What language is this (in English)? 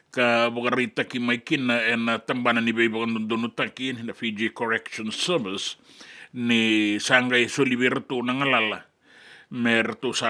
Fijian